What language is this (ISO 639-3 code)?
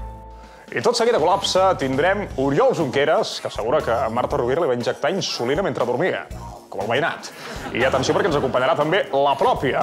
cat